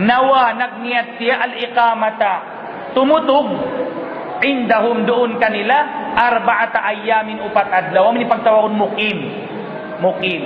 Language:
Tausug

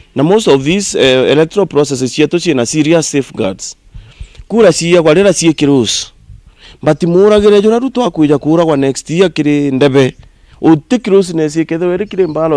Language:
Meru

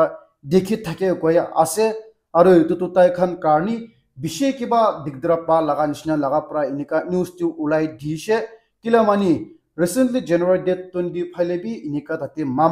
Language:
Naga Pidgin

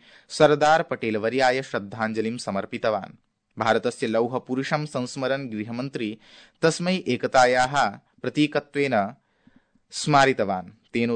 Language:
Sanskrit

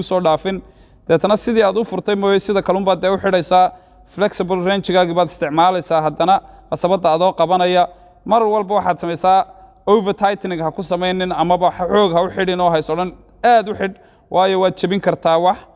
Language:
Somali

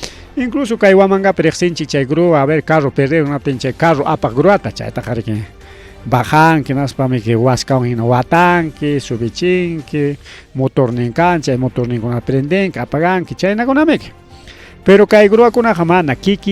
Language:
Ayacucho Quechua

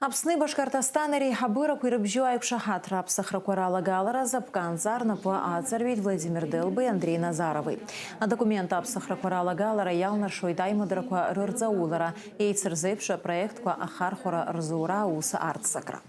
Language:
Abkhazian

